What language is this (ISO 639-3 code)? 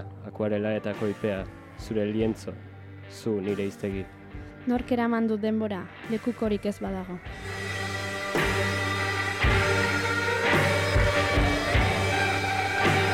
eus